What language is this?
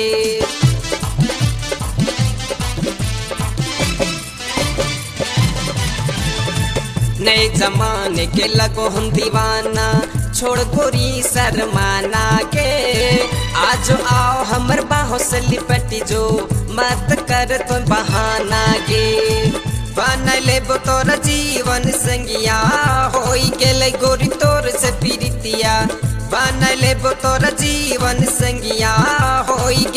Bhojpuri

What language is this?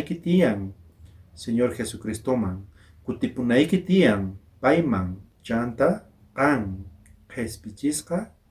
South Bolivian Quechua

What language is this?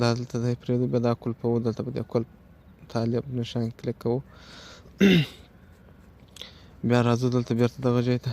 Pashto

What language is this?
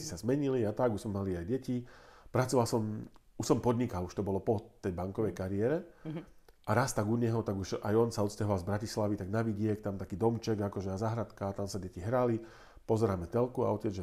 Slovak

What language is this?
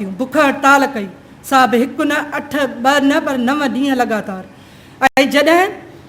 Sindhi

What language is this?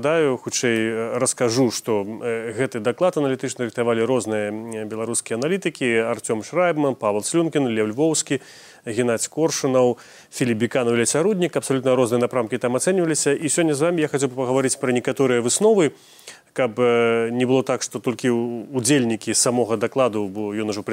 Belarusian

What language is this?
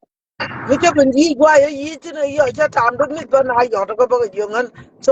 Nuer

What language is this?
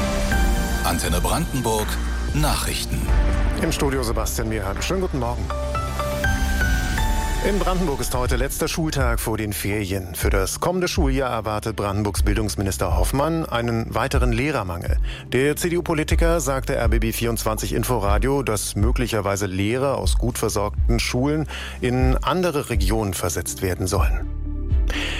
German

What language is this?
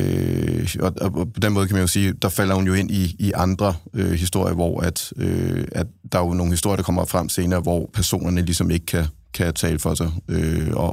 Danish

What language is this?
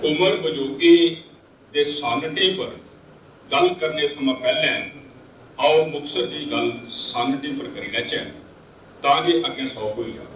Dogri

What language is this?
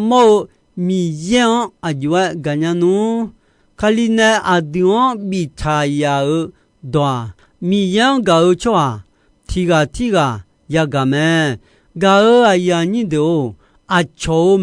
Akha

